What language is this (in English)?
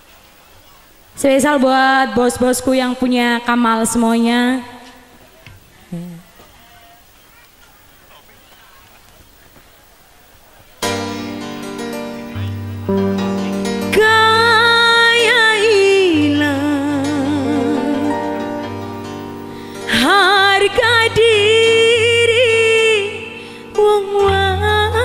Indonesian